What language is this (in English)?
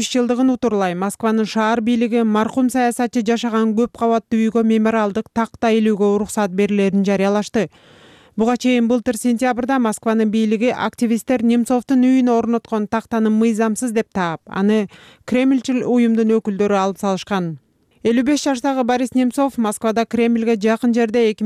Kyrgyz